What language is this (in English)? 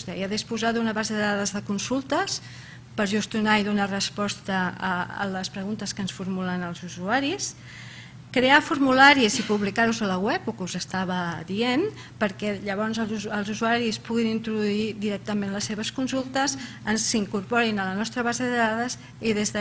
Catalan